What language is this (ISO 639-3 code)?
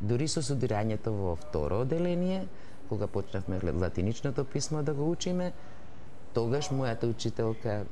mkd